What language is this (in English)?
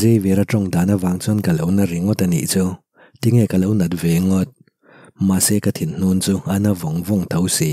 Mizo